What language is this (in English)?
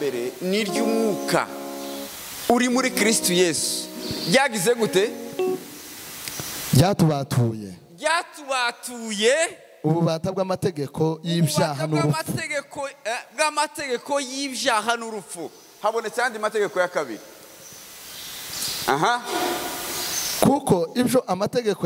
Kinyarwanda